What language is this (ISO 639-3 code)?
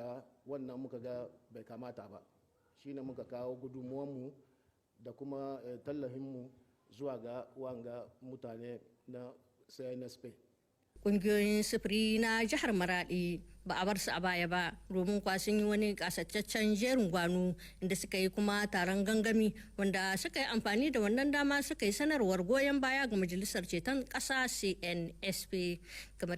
hau